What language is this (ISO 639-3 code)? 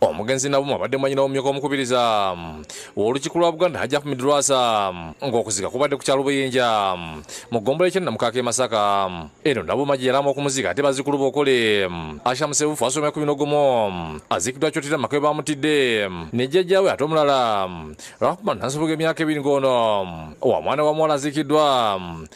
lug